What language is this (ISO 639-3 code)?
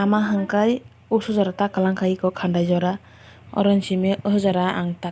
trp